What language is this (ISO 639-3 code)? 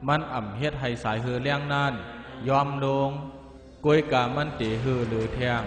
shn